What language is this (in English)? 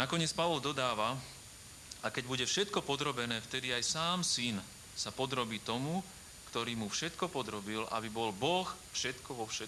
Slovak